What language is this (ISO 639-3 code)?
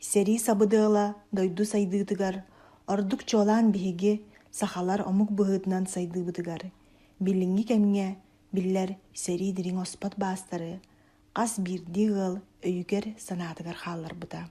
sah